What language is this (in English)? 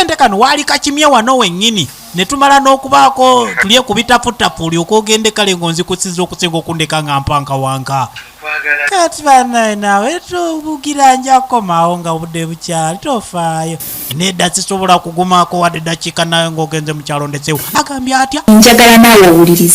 Ganda